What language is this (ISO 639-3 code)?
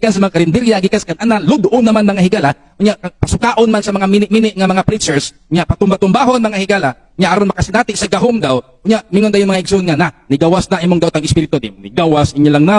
ceb